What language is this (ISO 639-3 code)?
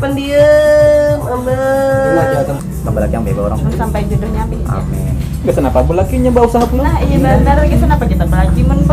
bjn